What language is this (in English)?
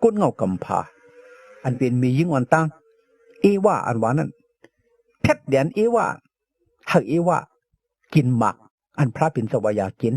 Shan